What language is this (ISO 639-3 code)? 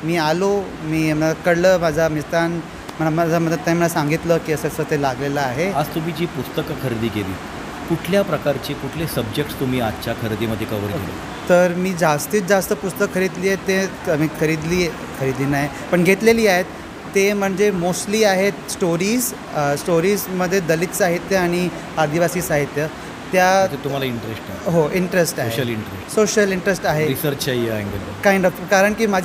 mar